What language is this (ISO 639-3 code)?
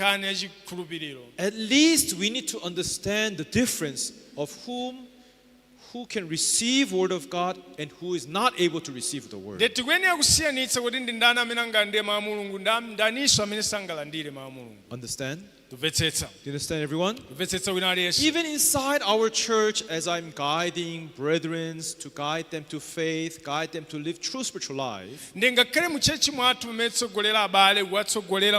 nya